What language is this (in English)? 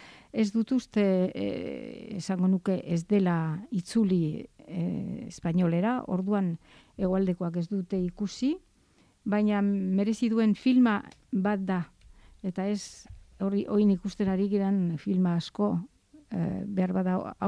Basque